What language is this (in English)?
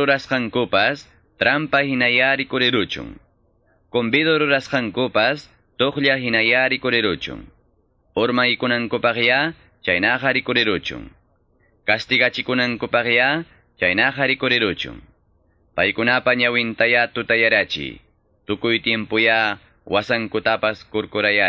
Quechua